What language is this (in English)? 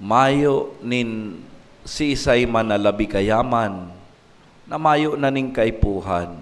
Bikol